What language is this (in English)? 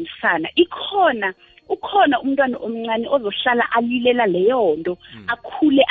South Ndebele